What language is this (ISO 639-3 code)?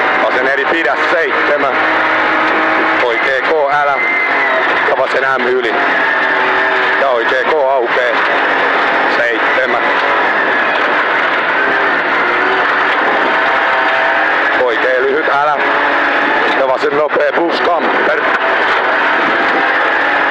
fin